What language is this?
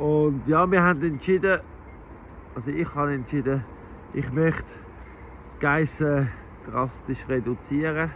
Swiss German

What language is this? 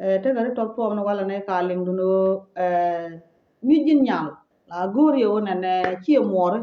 Nuer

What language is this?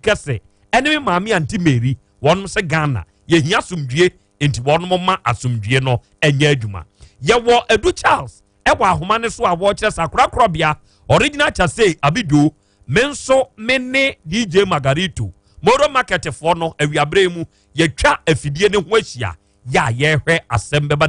Akan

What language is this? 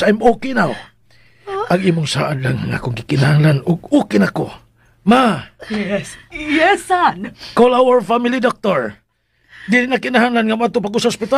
Cebuano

